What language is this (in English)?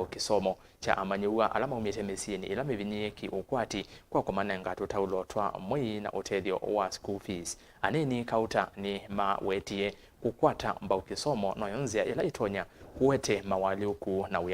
Kamba